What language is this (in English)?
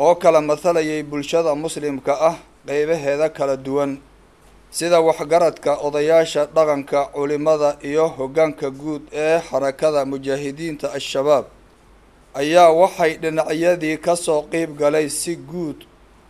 Somali